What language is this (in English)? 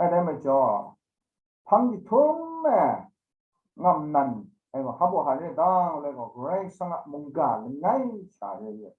Kachin